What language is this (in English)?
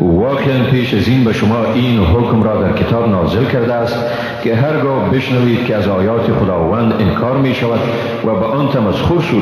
Persian